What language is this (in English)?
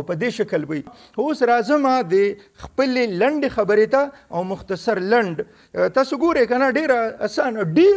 Pashto